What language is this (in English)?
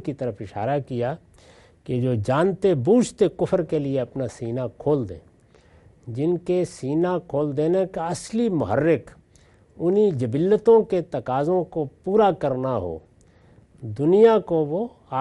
Urdu